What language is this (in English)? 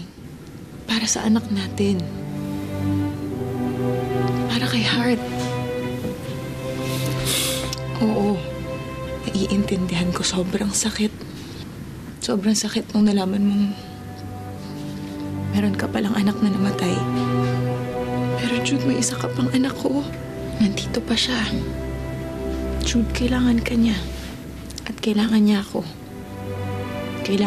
Filipino